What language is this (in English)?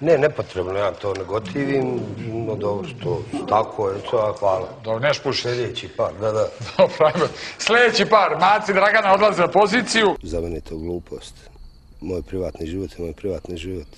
Bosnian